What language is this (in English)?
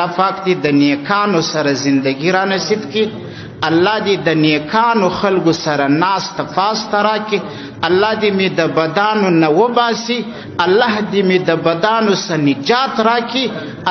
Pashto